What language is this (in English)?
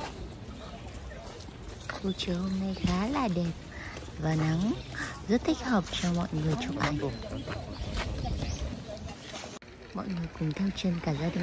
Vietnamese